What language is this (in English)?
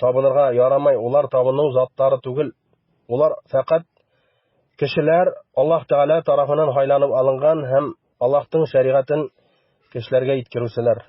Bashkir